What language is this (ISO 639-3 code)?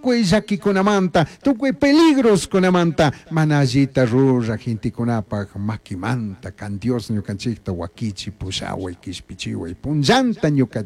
qug